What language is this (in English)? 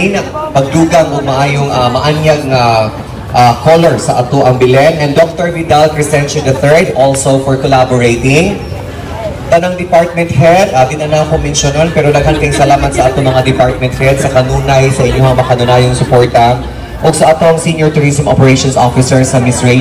Cebuano